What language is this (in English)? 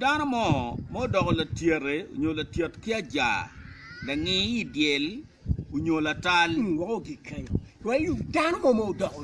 Acoli